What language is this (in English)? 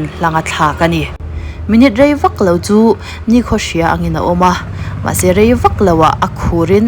Mizo